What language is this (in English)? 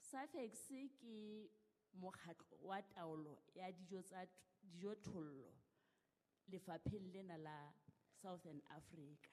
Southern Sotho